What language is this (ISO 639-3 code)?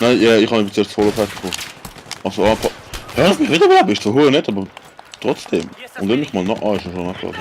gsw